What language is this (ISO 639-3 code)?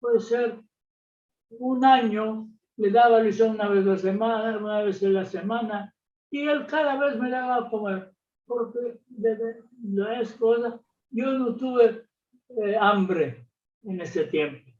lad